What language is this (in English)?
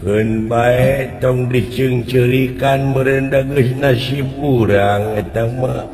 Sundanese